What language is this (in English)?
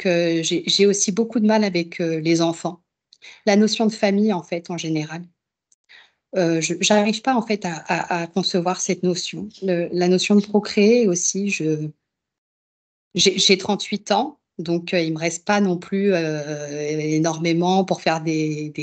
French